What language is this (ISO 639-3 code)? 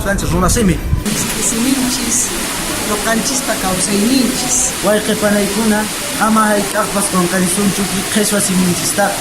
que